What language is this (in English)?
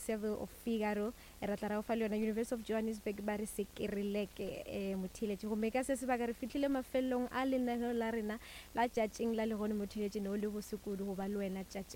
Northern Sotho